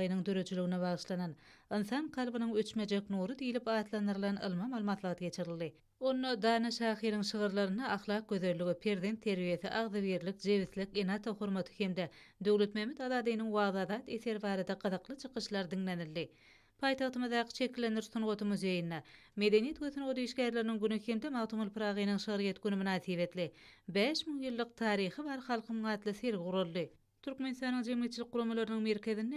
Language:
Turkmen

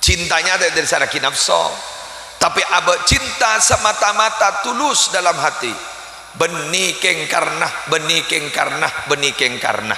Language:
Madurese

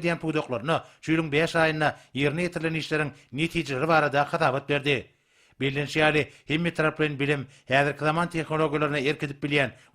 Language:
Turkmen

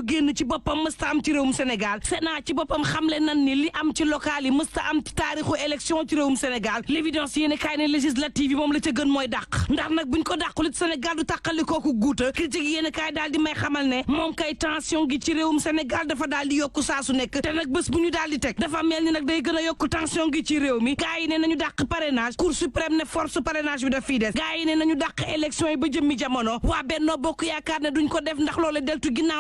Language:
Wolof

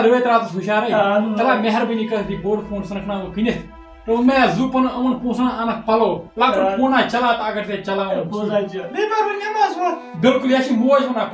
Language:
Kashmiri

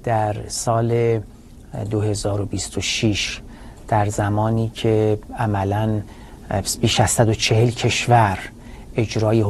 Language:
Persian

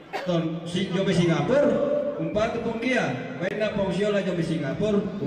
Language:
Toraja-Sa'dan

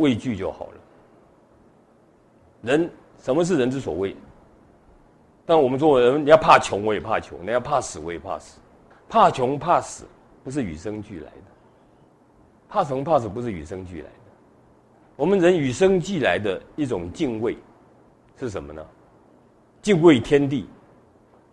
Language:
Chinese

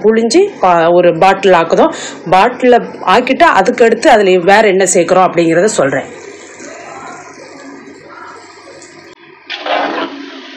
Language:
Tamil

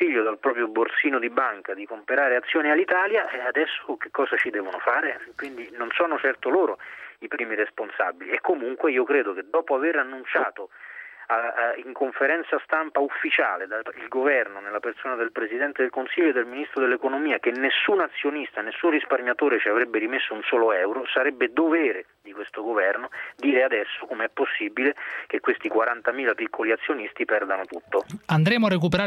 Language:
Italian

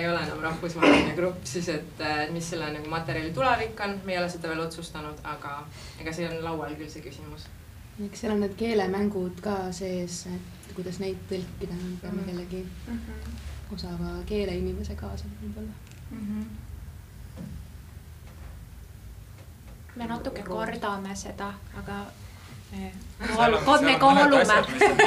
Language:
Estonian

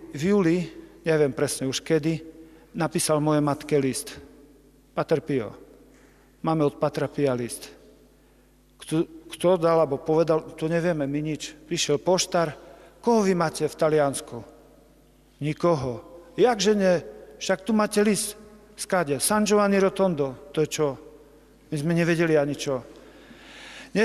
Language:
Slovak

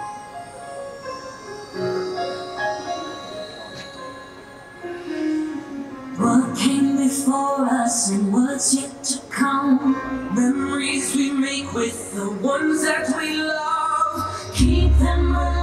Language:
English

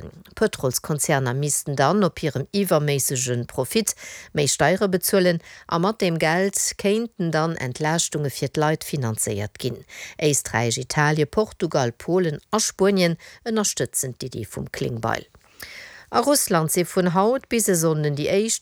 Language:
Luxembourgish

